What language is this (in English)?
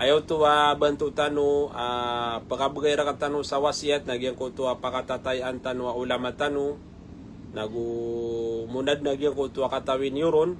Maranao